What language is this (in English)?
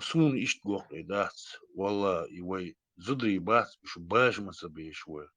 Chechen